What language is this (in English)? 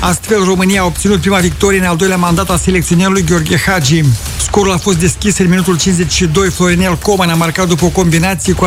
Romanian